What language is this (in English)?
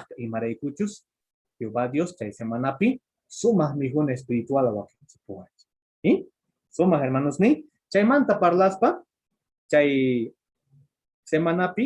Quechua